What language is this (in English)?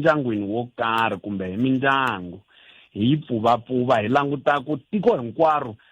Tsonga